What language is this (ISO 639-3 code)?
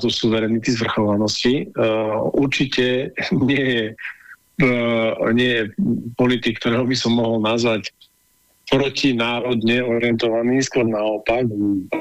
slk